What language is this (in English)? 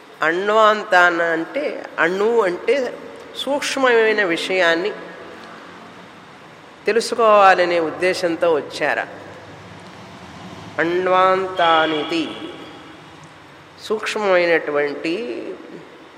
Telugu